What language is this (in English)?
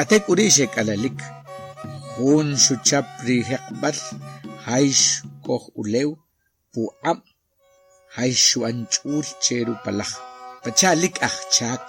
Achi